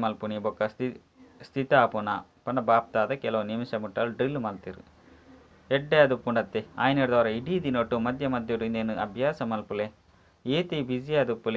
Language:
Tulu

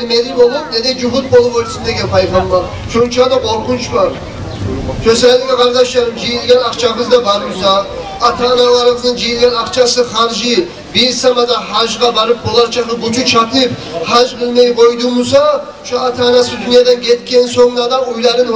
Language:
Kumyk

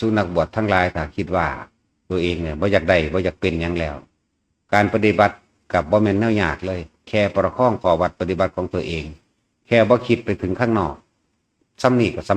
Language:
Northeastern Thai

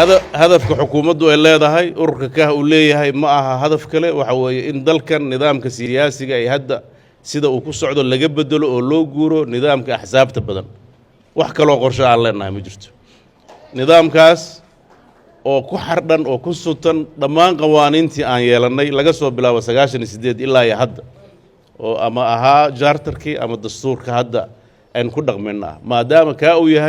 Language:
Somali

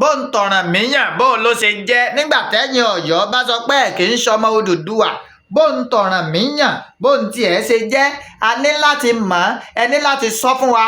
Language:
Yoruba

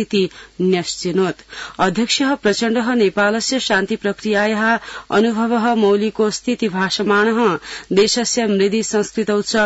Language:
Sanskrit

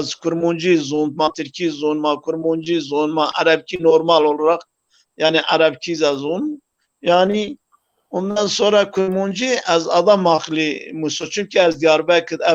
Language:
Zaza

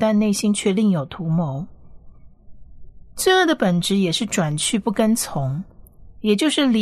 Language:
Chinese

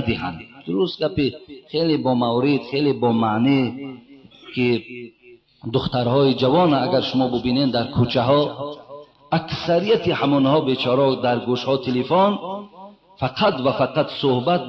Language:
Tajik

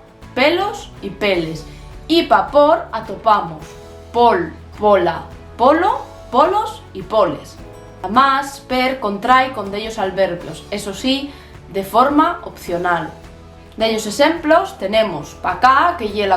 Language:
Asturian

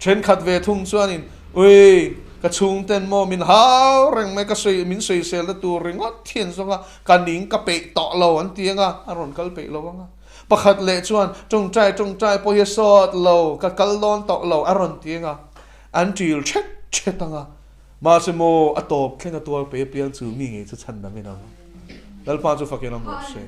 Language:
Mizo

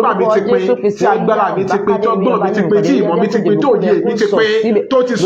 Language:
Yoruba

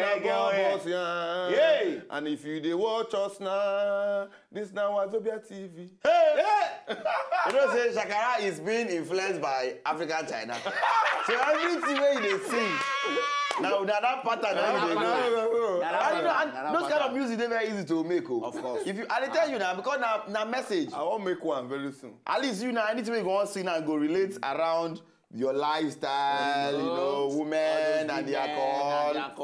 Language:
Nigerian Pidgin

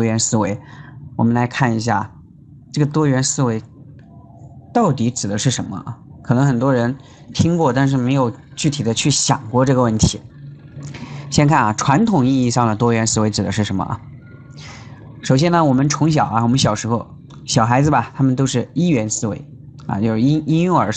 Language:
Chinese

